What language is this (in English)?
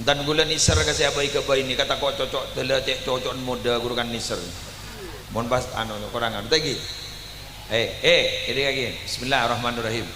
Madurese